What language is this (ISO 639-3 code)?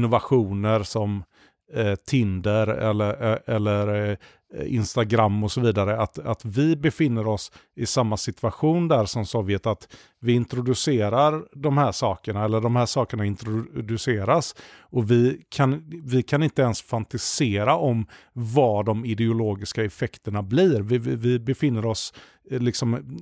swe